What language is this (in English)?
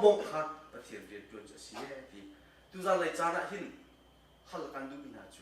Hakha Chin